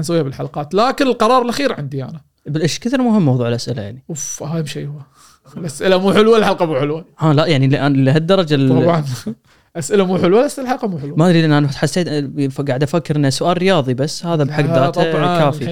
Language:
Gulf Arabic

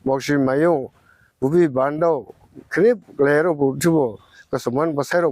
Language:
Dimasa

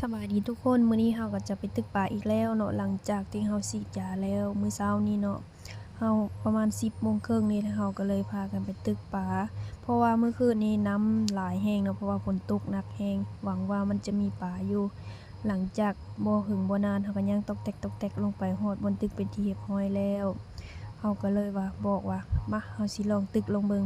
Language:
Lao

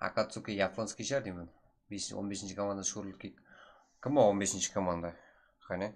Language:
Kara-Kalpak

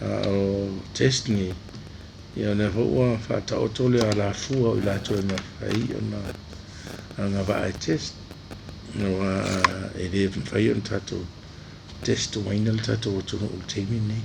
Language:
Samoan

